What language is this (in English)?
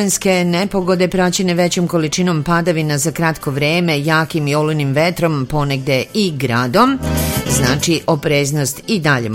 Serbian